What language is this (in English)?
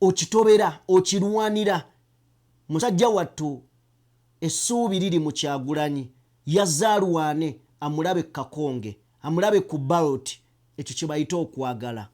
Ganda